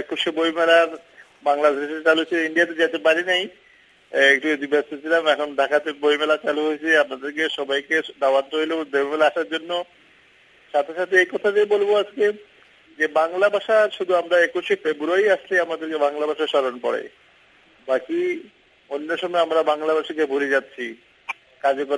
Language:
Bangla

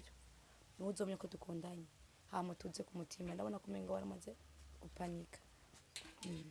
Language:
Rundi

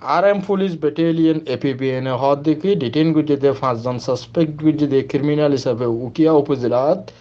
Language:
Rohingya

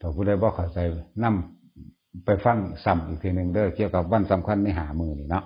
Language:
Northeastern Thai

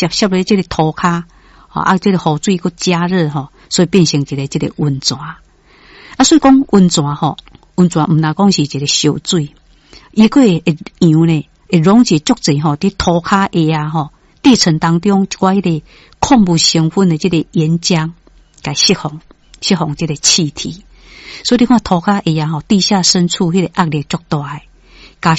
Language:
Min Nan Chinese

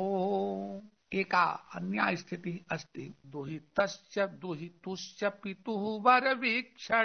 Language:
Sanskrit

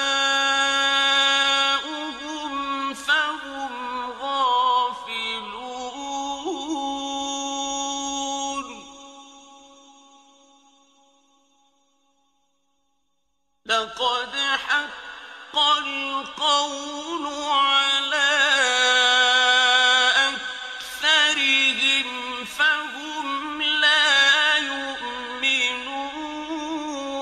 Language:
Arabic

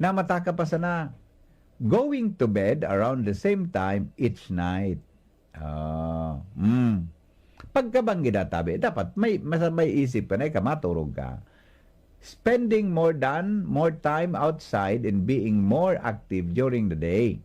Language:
Bikol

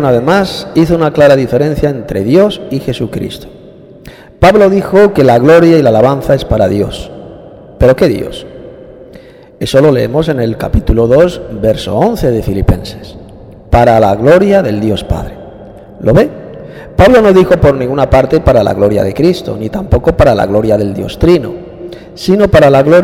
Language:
Spanish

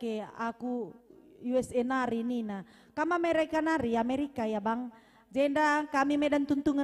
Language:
Batak Karo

